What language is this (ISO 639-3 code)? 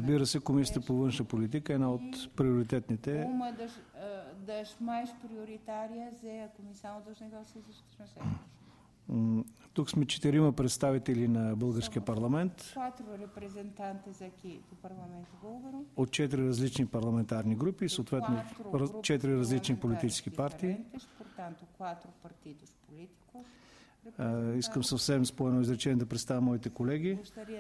bul